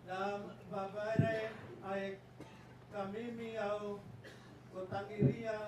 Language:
Gilbertese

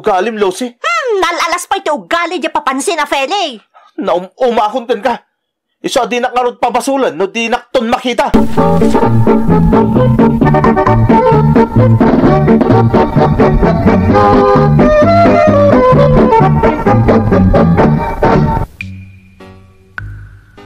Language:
Iloko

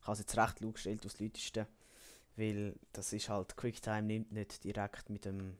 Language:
Swiss German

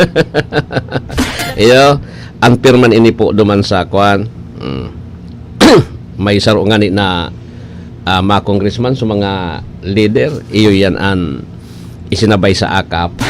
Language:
Bikol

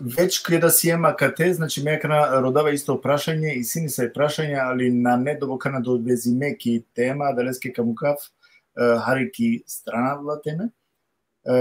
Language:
Balkan Romani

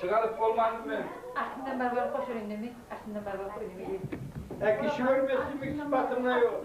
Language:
Kumyk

